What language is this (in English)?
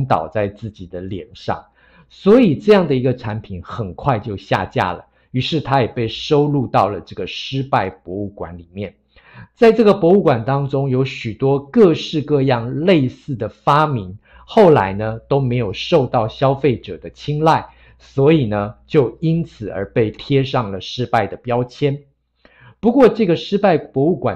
Chinese